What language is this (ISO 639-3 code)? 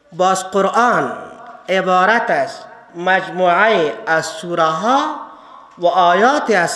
fas